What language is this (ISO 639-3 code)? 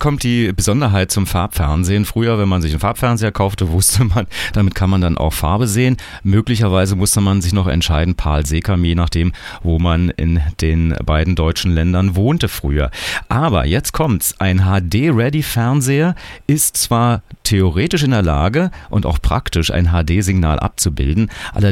deu